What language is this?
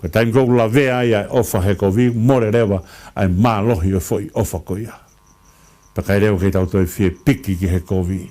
Tongan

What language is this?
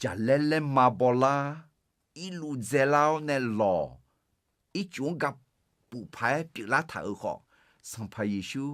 Akha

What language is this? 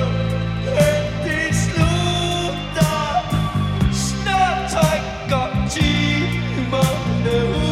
Danish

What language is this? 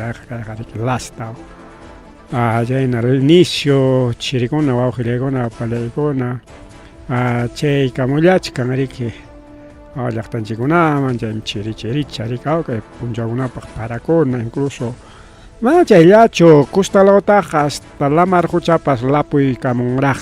Ayacucho Quechua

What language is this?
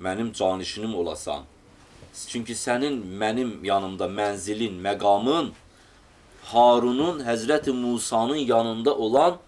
Azerbaijani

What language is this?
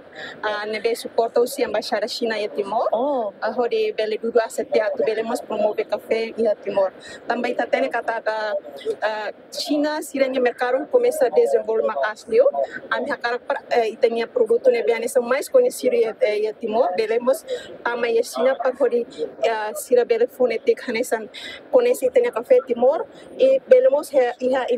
Tetum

